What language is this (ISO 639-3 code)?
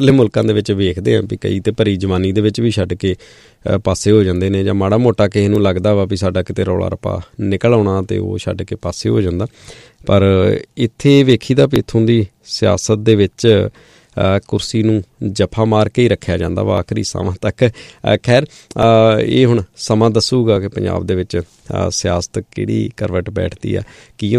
pan